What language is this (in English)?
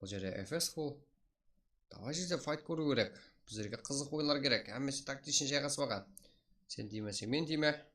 Kara-Kalpak